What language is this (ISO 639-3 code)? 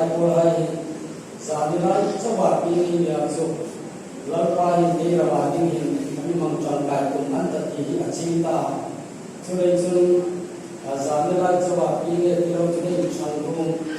hmr